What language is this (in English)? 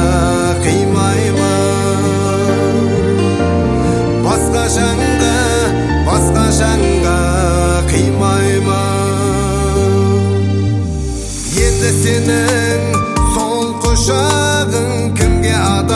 Kazakh